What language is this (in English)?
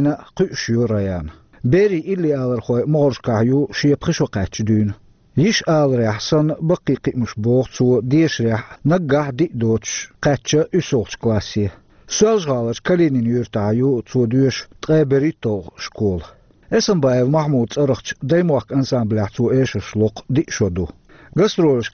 Chechen